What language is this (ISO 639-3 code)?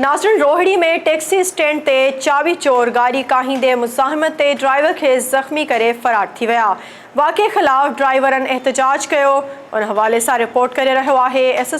snd